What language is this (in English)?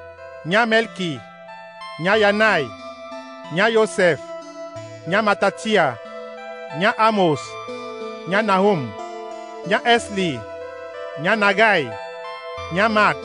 Duala